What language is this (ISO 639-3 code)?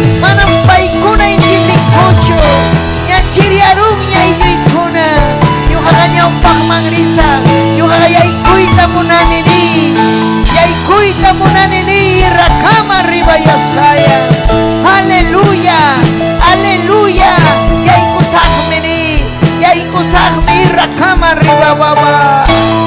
quy